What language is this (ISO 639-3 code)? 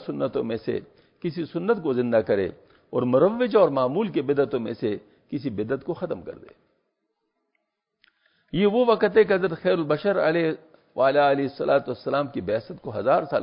urd